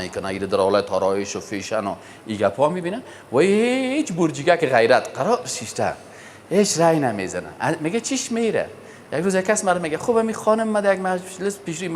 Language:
Persian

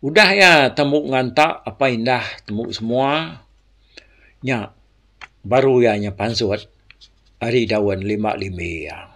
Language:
Iban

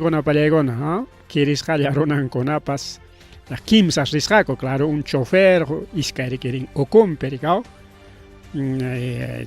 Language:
Ayacucho Quechua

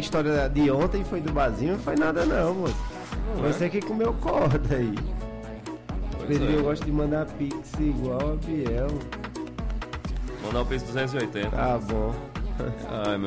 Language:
Portuguese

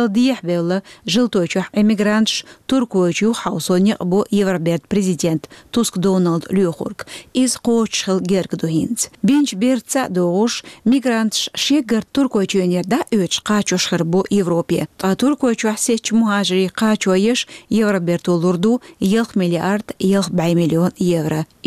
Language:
Chechen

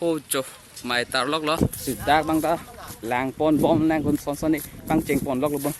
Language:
Karbi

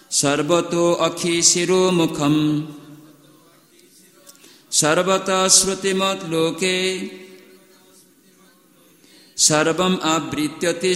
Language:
Odia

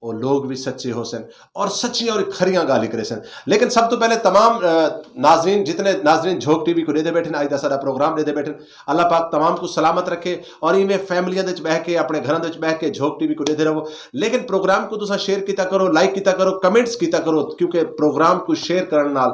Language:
Saraiki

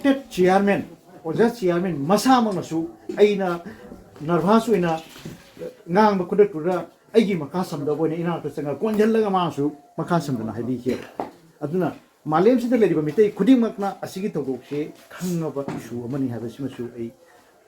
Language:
Manipuri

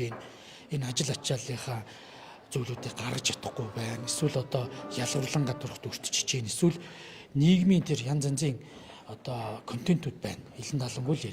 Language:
Mongolian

